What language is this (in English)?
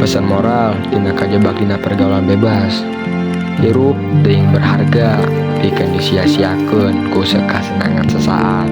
Sundanese